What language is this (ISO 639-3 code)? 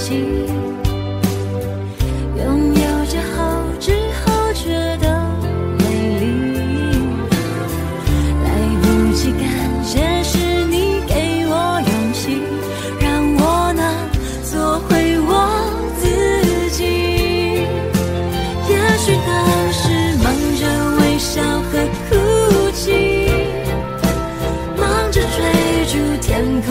zho